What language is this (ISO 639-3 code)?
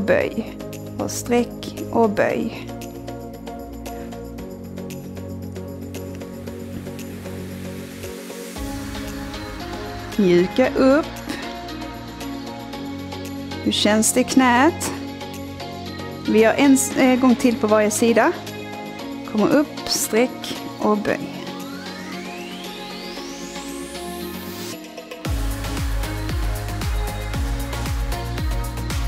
swe